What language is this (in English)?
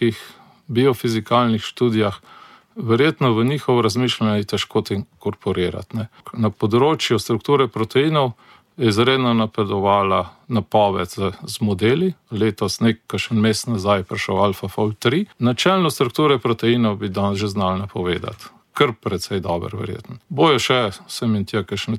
Slovenian